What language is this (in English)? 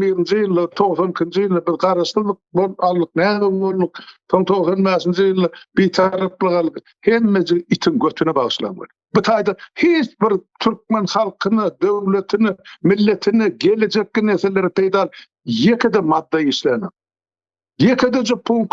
Turkmen